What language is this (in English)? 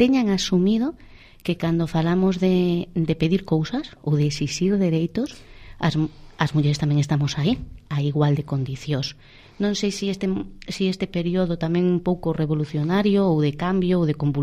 Galician